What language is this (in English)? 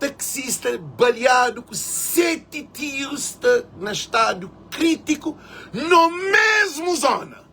Kabuverdianu